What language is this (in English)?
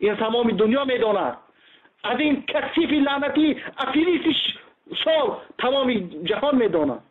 Tajik